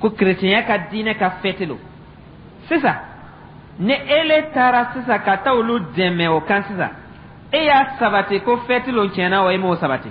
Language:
Dyula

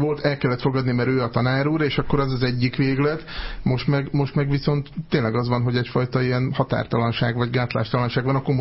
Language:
Hungarian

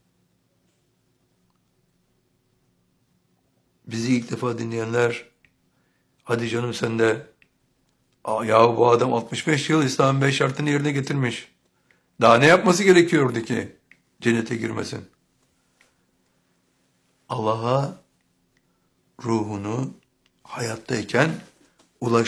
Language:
Turkish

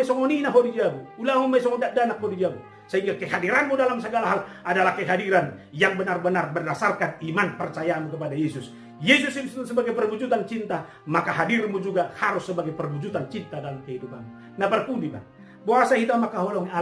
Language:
Batak Toba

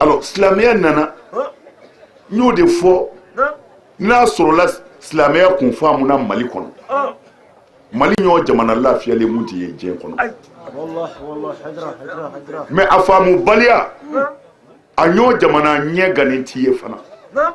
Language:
Bambara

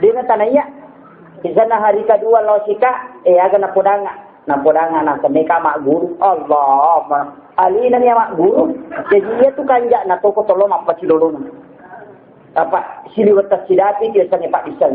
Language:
Buginese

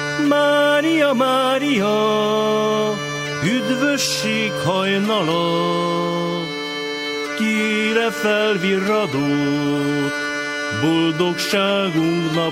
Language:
Hungarian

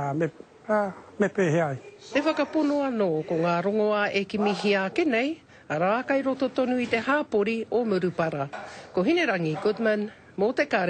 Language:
Māori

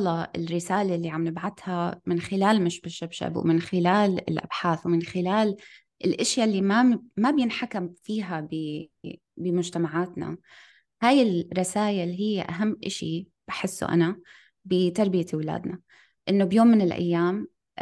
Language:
North Levantine Arabic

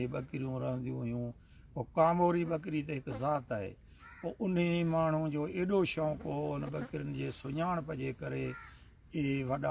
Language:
Sindhi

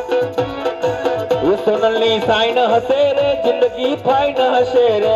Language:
Gujarati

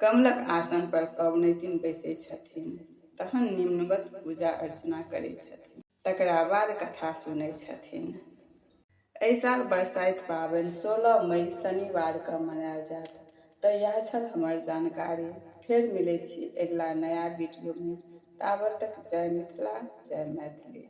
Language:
Maithili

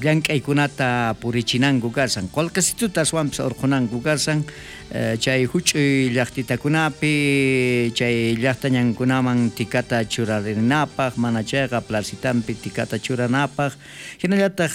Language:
South Bolivian Quechua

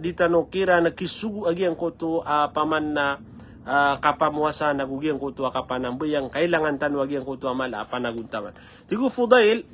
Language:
Maranao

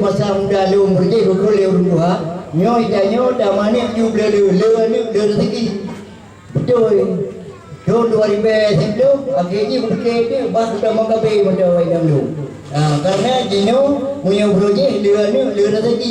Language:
Achinese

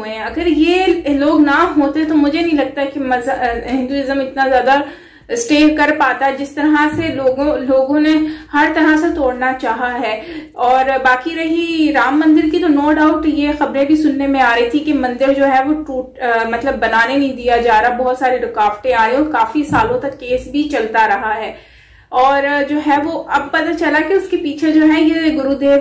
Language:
Hindi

